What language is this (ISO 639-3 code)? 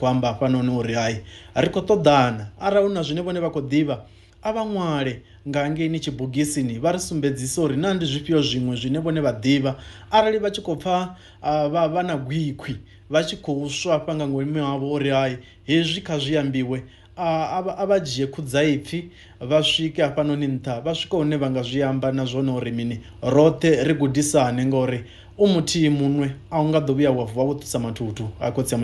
ven